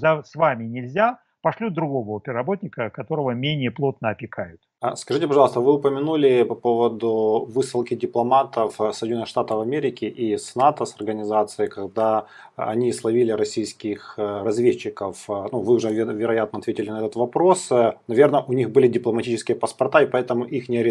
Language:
Russian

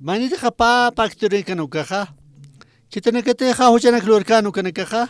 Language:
Aymara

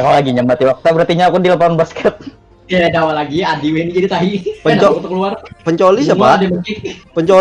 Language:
Banjar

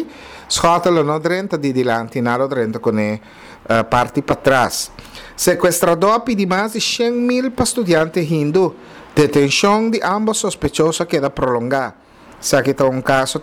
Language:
Papiamento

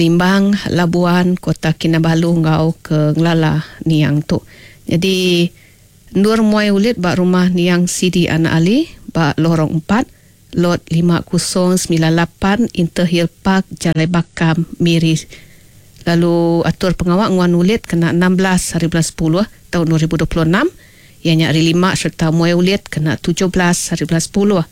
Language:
Iban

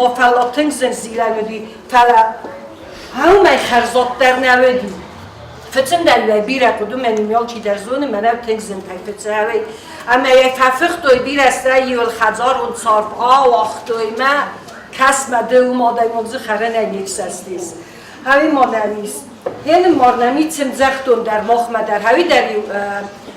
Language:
Ossetic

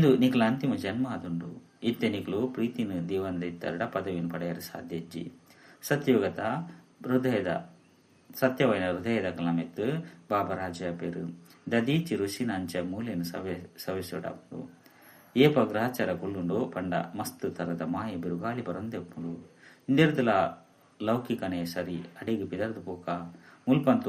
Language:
Tulu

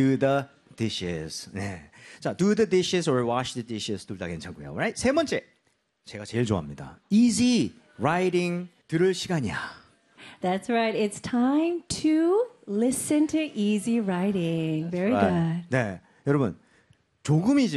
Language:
Korean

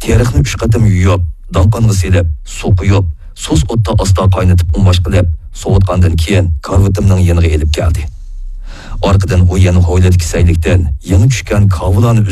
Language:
Uyghur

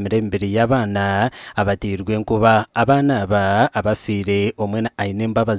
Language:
Nyankole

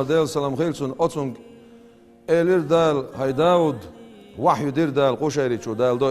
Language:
Chechen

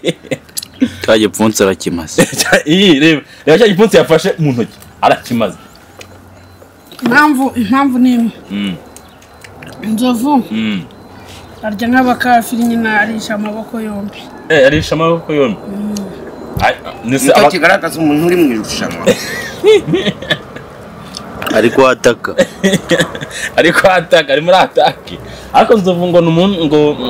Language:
Kinyarwanda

